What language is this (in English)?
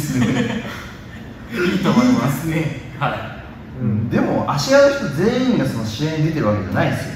Japanese